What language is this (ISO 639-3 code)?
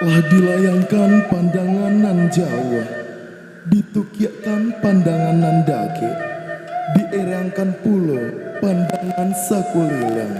min